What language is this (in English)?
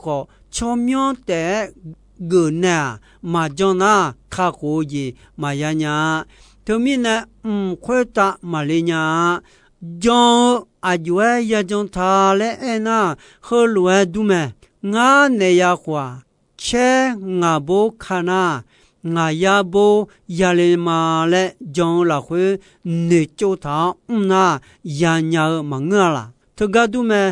Akha